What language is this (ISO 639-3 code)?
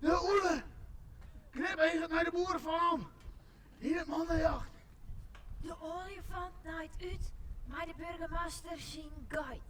fry